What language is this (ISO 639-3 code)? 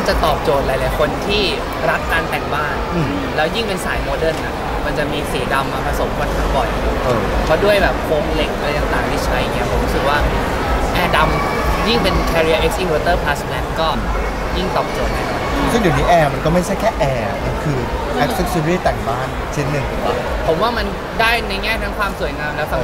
tha